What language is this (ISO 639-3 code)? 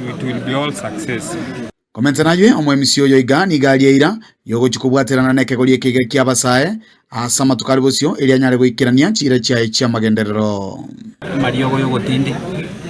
guz